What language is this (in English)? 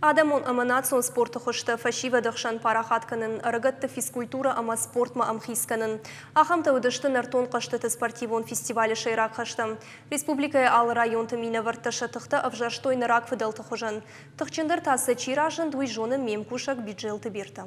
Ossetic